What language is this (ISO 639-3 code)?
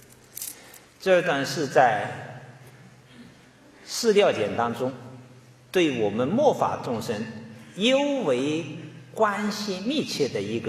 zho